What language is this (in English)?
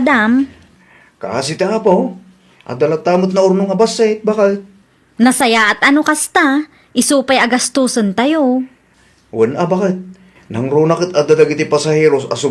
Iloko